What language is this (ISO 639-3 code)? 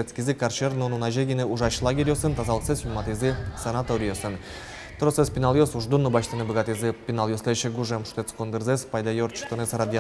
udm